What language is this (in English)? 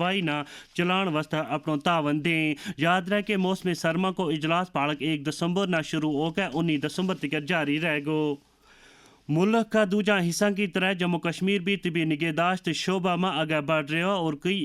Gujari